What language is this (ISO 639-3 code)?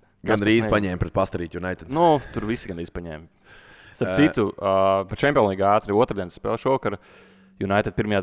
lav